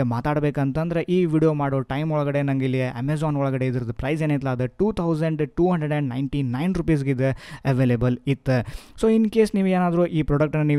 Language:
Kannada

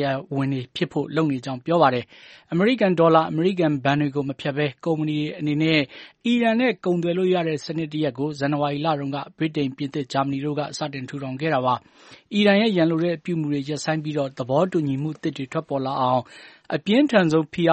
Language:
Burmese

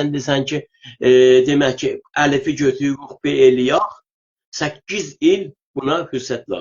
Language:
South Azerbaijani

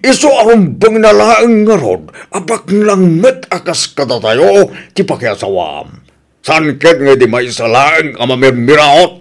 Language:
Iloko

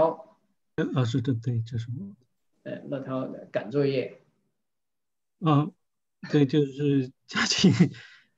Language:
Chinese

